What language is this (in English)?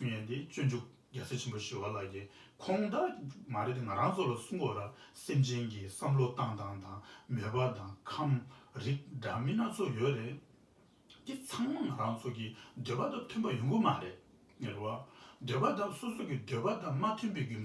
Tibetan